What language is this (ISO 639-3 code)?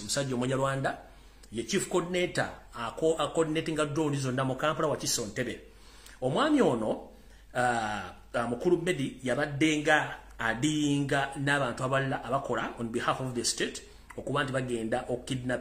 lug